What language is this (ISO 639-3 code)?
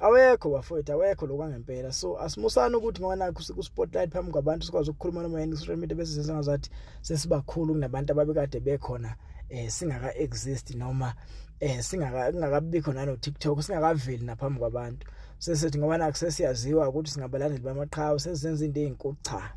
zul